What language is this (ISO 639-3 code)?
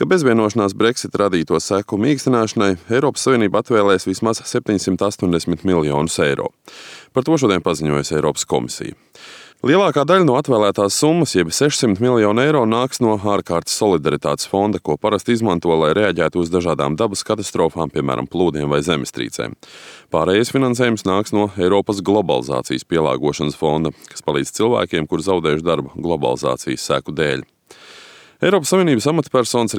lav